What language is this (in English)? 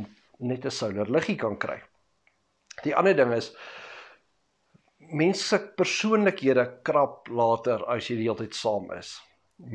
Afrikaans